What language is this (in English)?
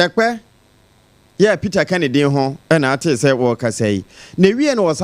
Akan